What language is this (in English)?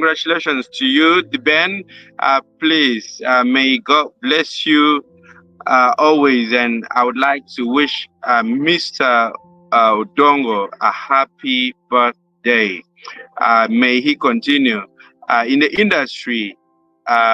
Acoli